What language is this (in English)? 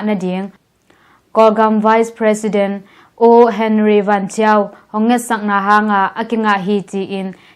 Tedim Chin